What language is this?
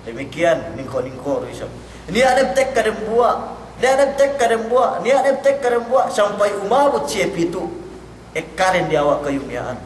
Yakan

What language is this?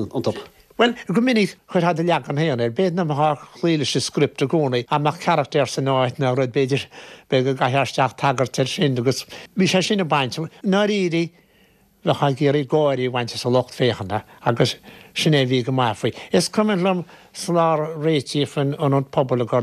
Irish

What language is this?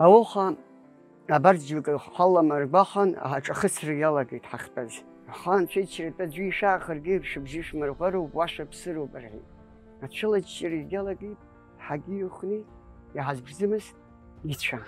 Abkhazian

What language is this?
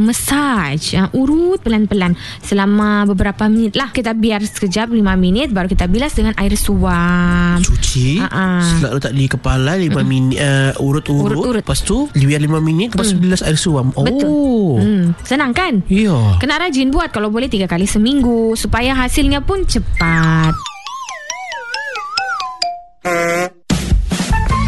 Malay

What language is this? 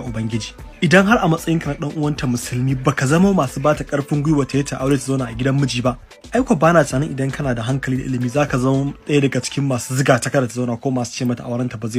Hausa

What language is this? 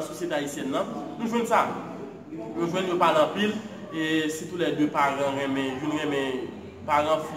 Haitian Creole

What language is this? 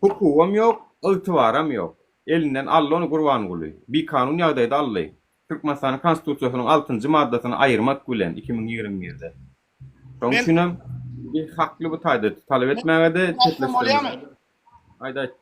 Turkmen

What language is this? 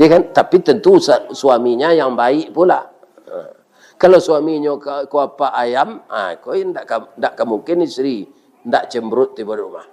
Minangkabau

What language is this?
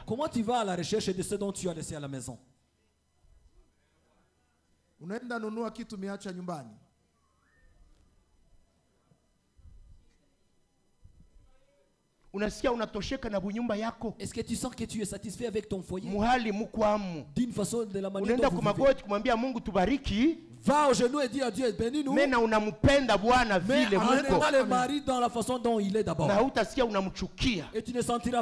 Swahili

